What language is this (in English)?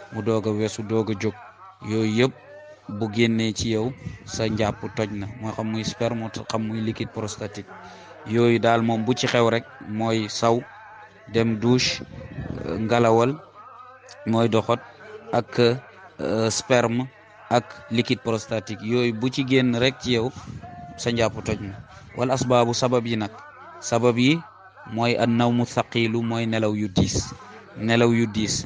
Wolof